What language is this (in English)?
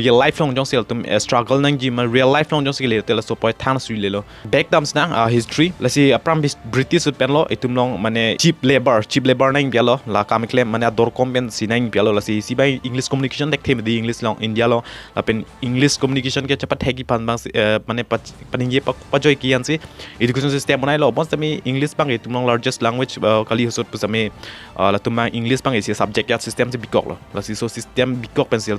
Karbi